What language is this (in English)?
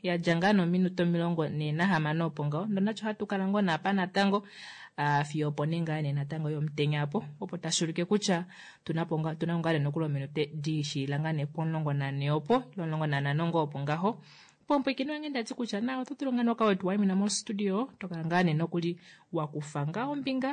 Kuanyama